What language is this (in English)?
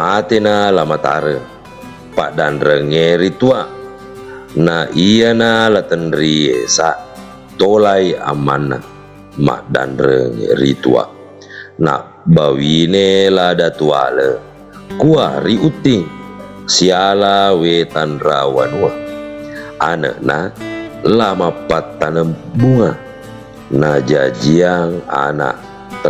Buginese